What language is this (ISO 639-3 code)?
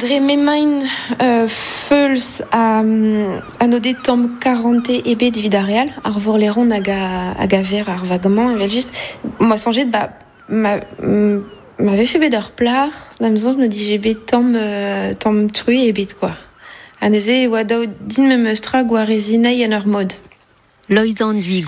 bre